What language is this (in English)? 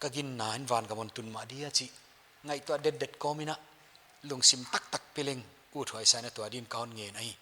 Paite Chin